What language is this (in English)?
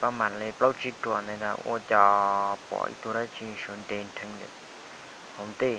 Hmong